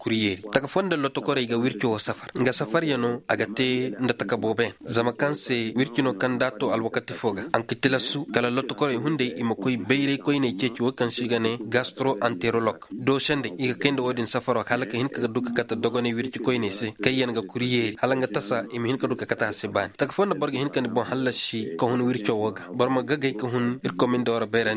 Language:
Koyraboro Senni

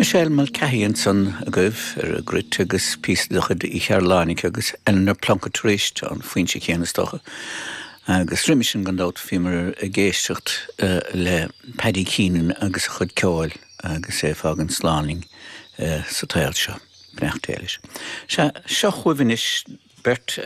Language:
Irish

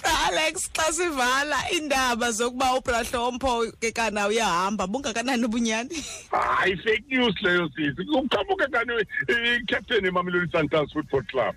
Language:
Xhosa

